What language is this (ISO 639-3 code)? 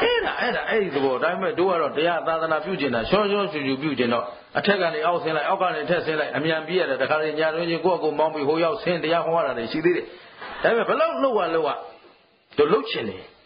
mya